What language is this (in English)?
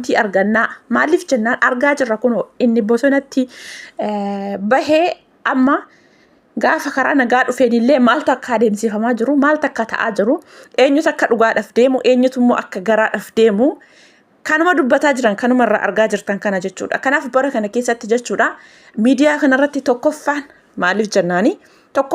Oromo